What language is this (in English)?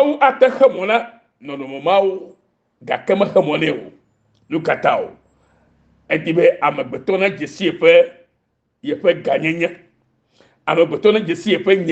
Ewe